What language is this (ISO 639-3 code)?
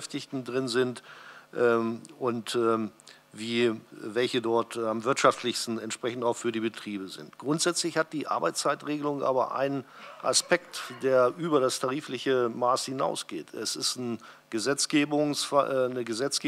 deu